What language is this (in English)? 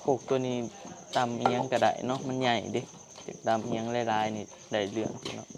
Northeastern Thai